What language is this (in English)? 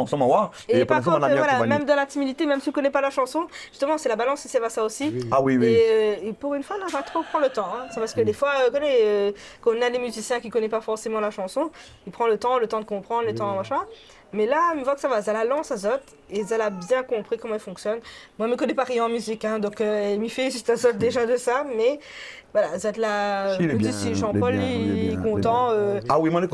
Réunion Creole French